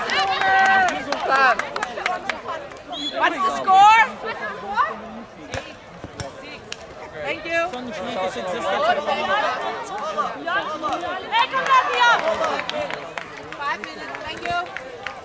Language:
Danish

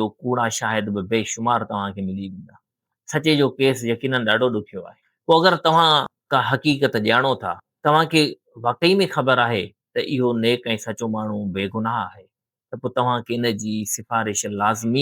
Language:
Sindhi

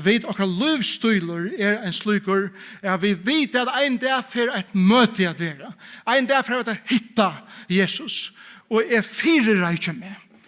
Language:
Faroese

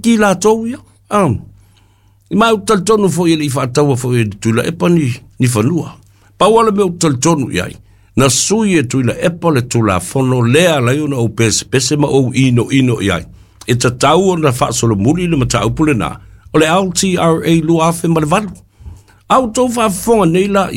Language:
Samoan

